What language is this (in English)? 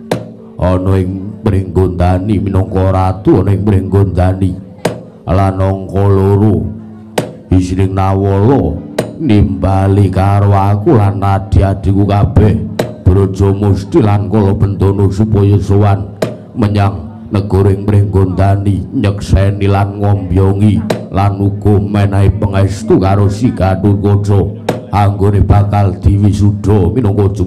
Javanese